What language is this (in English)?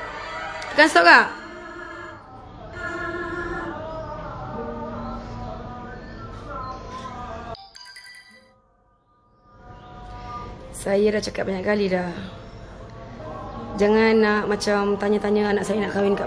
Malay